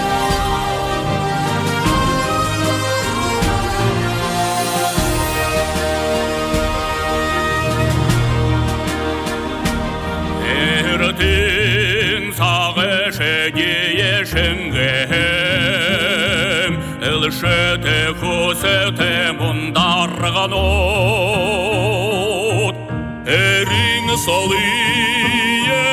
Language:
Buriat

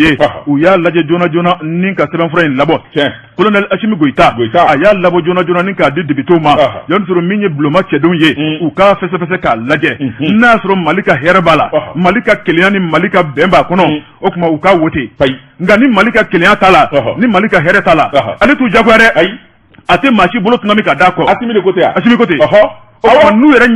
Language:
Bambara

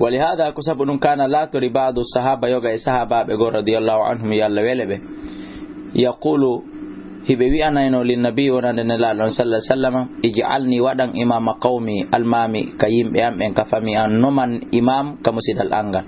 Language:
Fula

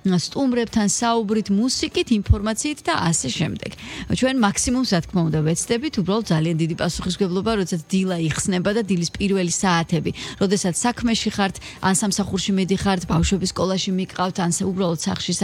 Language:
Georgian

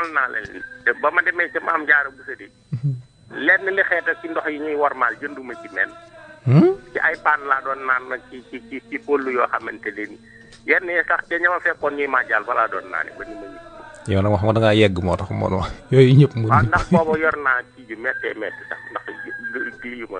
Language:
Wolof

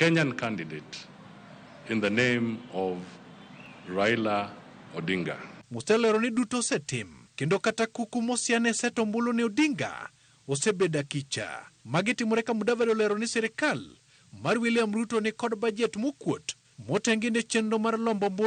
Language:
Luo (Kenya and Tanzania)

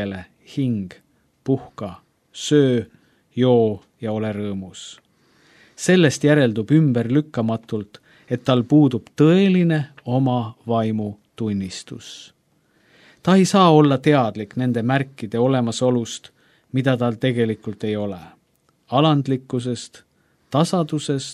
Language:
Estonian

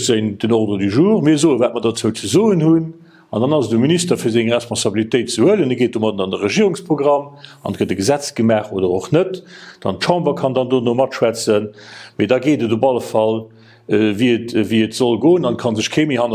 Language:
Luxembourgish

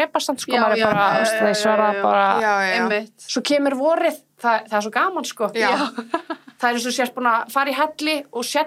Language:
Icelandic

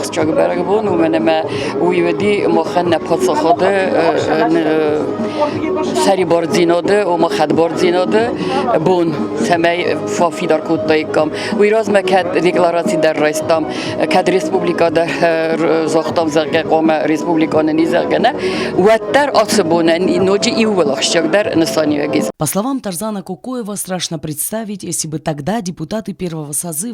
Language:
Ossetic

